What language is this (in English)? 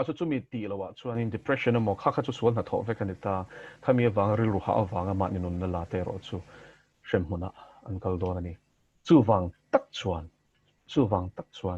Mizo